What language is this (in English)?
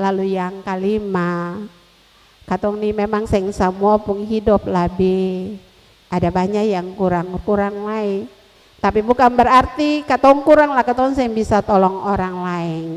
Ambonese Malay